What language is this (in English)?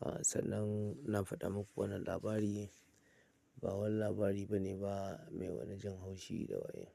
Hausa